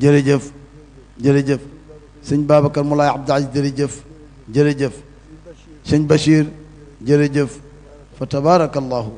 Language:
Wolof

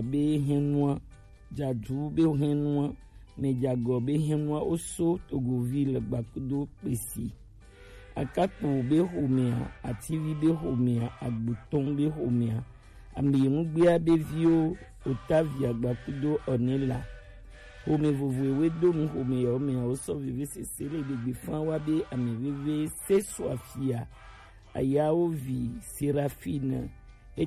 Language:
Gen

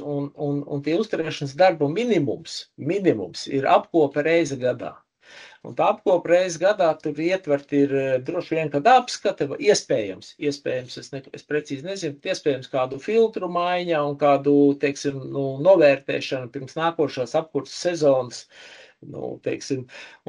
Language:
Latvian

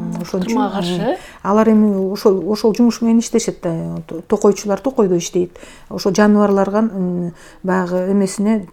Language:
Kyrgyz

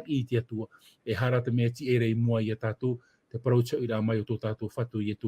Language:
Tahitian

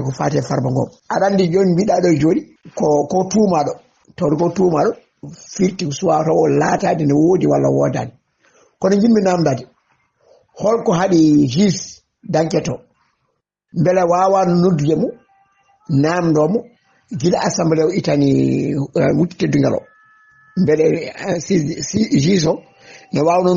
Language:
Fula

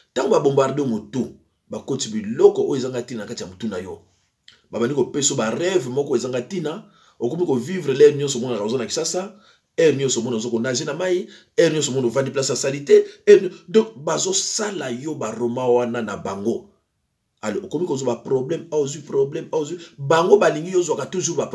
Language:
Lingala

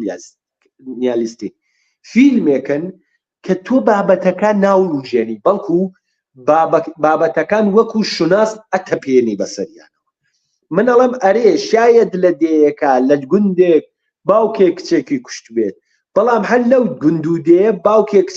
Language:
Central Kurdish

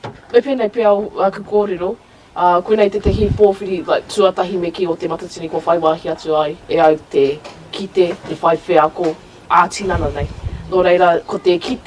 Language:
Māori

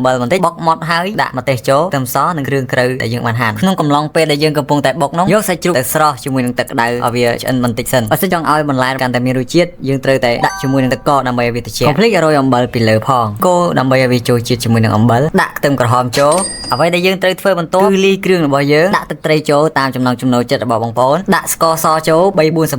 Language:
Khmer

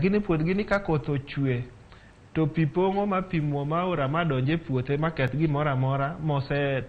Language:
Luo (Kenya and Tanzania)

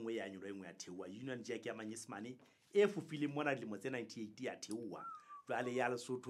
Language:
Southern Sotho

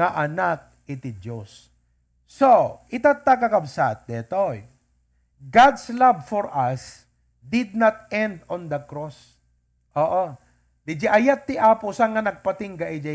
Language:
Iloko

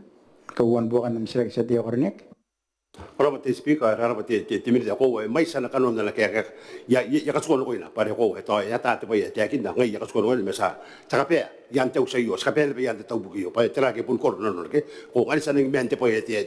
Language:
Gilbertese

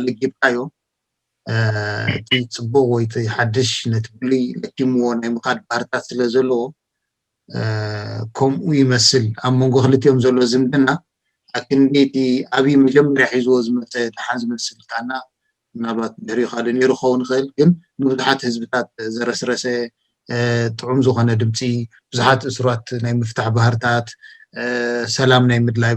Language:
Tigrinya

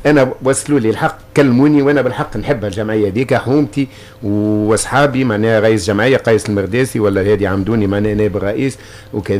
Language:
Tunisian Arabic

